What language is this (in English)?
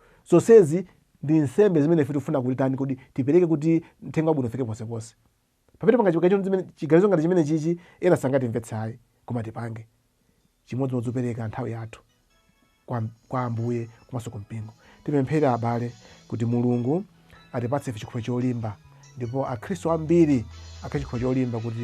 Nyanja